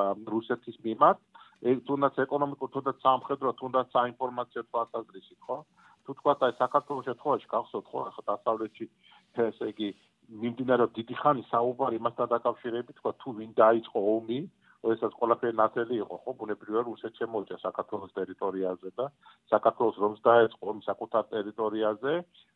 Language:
Georgian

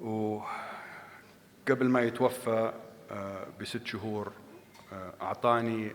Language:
North Levantine Arabic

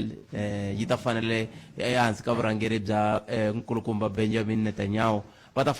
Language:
Tsonga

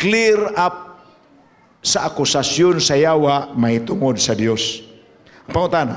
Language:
Cebuano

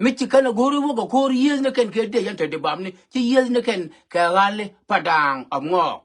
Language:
Nuer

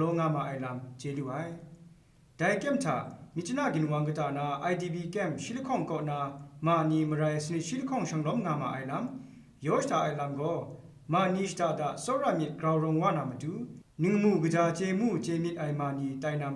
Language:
Kachin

